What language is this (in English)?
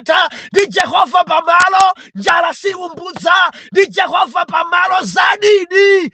Nyanja